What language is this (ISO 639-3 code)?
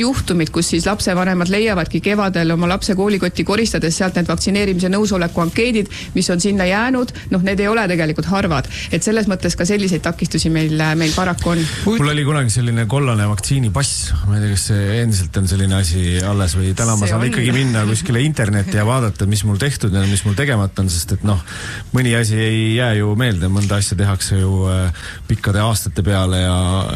est